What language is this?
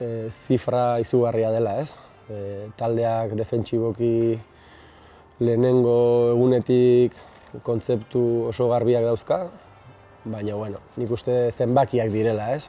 Basque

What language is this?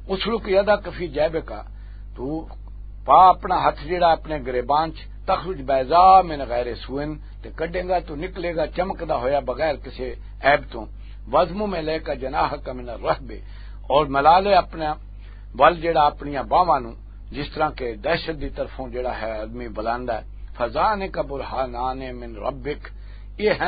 Western Panjabi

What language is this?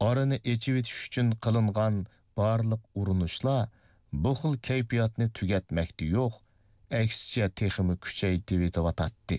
Uyghur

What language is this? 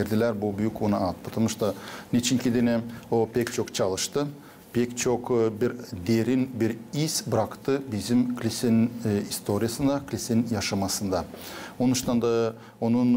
Gagauz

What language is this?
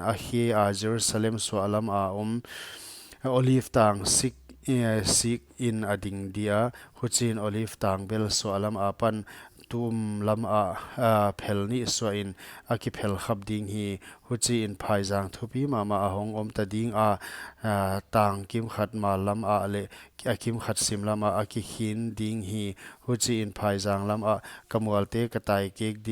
Paite Chin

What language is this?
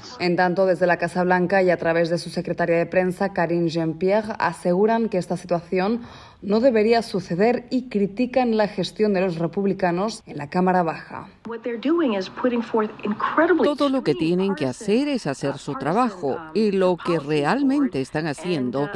Spanish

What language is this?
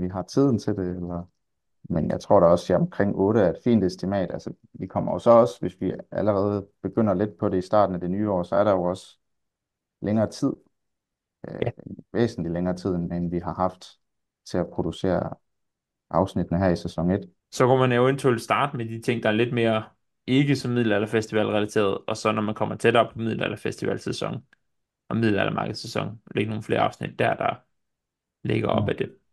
Danish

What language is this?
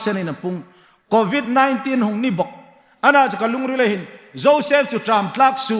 Hmar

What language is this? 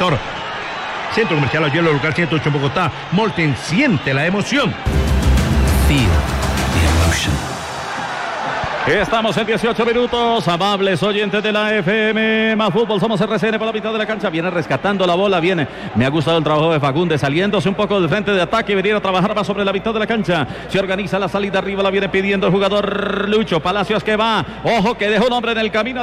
Spanish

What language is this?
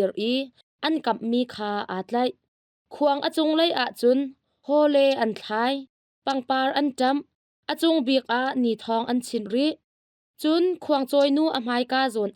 Hakha Chin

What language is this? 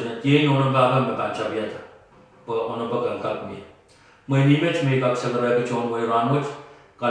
Pohnpeian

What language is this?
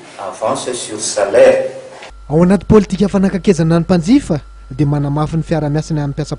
Malagasy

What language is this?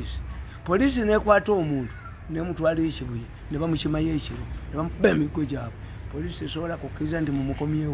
Ganda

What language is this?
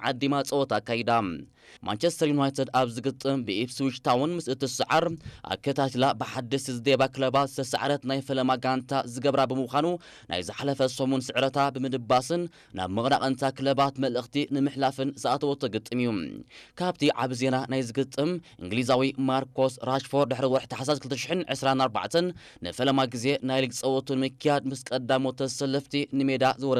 Tigrinya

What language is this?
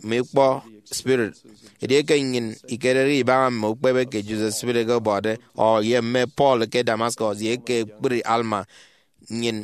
Efik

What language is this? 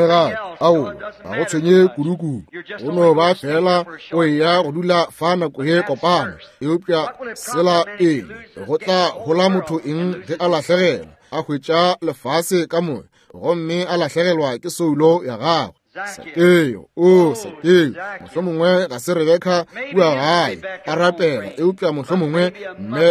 Northern Sotho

